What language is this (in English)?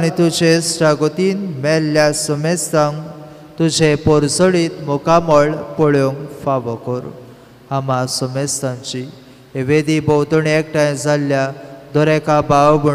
Konkani